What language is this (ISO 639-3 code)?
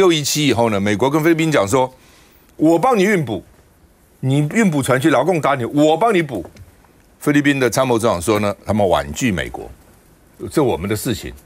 zho